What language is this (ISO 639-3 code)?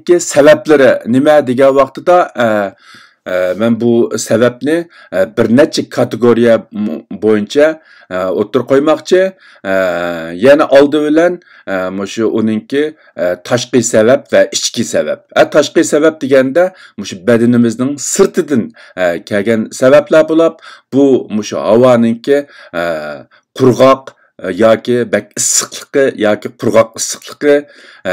uig